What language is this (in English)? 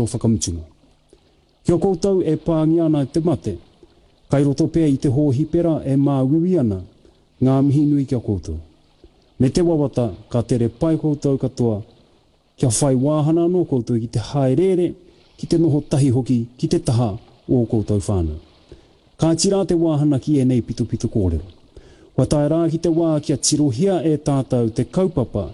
Māori